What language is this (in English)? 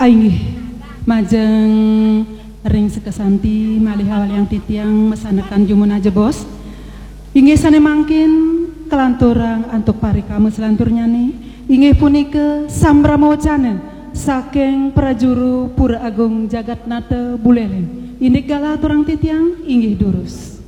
Balinese